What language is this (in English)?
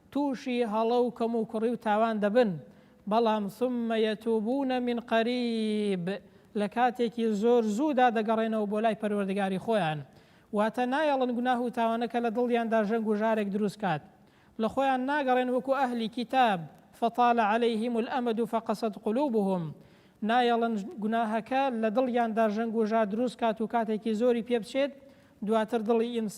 Central Kurdish